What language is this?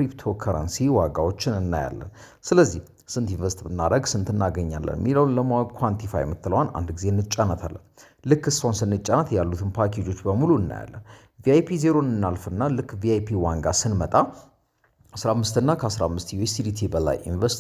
Amharic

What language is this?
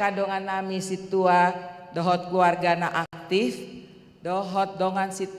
Batak Toba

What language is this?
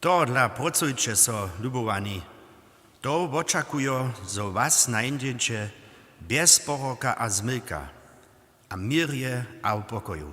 Upper Sorbian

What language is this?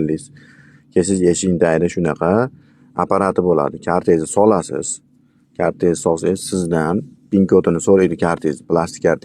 Uzbek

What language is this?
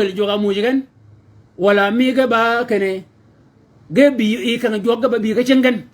Shilluk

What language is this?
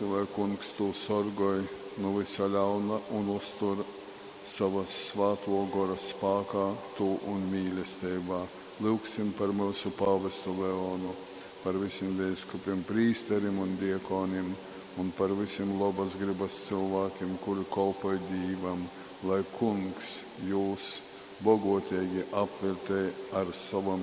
Latgalian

